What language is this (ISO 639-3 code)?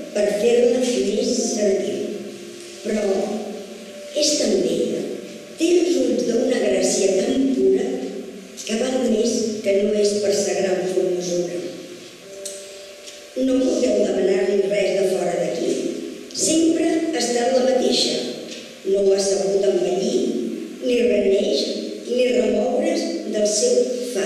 cat